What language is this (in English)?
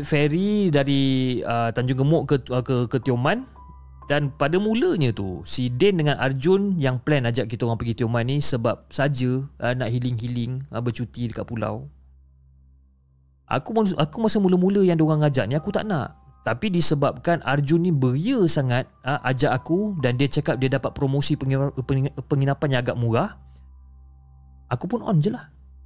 Malay